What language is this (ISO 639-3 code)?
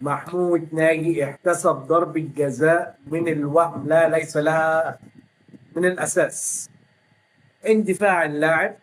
arz